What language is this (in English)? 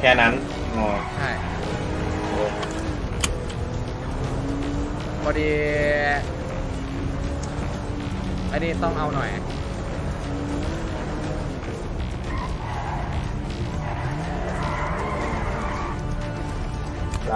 Thai